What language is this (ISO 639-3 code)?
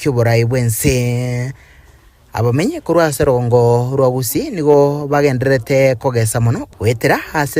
guz